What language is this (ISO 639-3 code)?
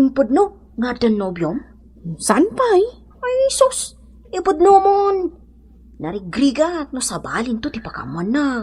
ilo